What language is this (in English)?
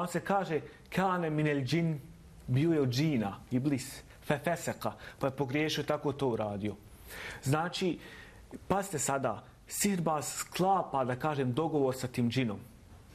Bosnian